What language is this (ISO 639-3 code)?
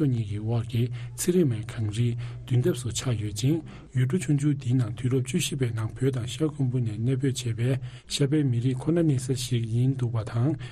bod